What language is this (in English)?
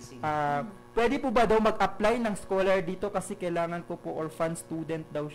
Filipino